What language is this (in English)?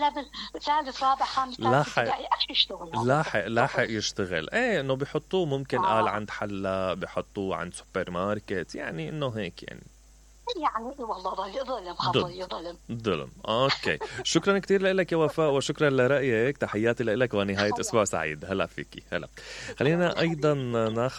Mesopotamian Arabic